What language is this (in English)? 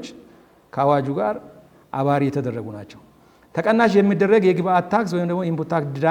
Amharic